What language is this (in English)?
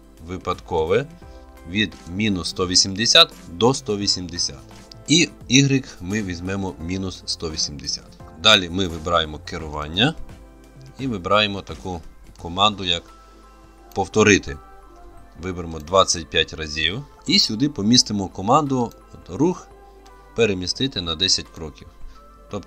Ukrainian